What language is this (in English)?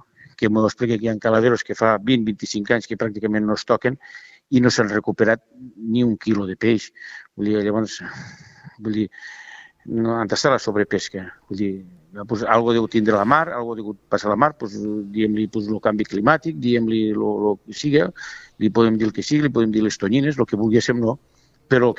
Catalan